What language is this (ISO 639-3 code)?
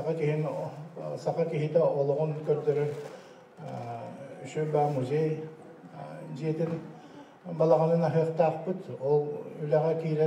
sah